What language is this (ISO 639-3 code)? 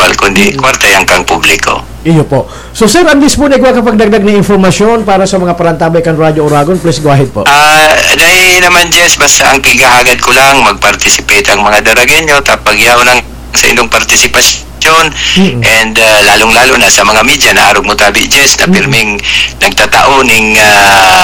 bik